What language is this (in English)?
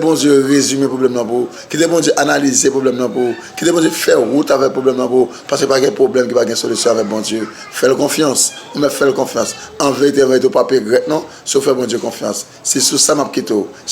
Haitian Creole